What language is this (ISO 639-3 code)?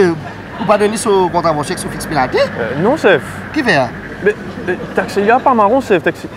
mfe